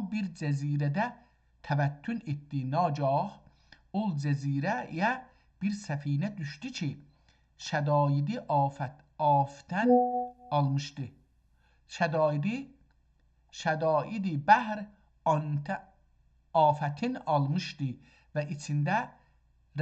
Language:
South Azerbaijani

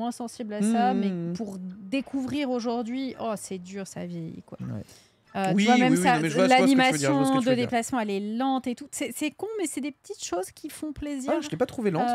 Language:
French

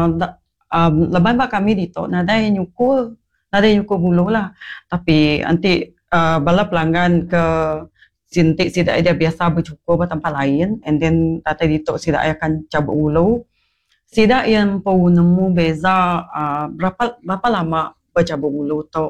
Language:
Iban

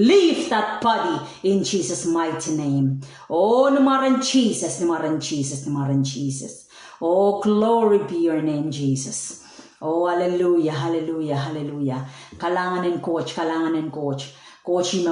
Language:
Pohnpeian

